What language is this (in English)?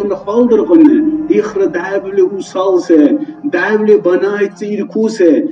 Dargwa